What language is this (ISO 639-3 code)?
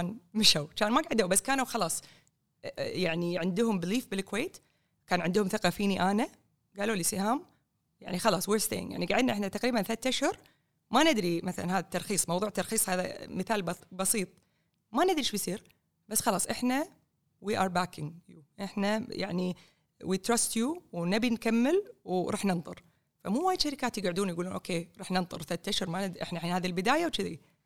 afb